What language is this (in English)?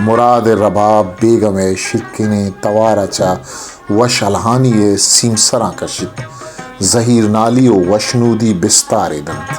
Baluchi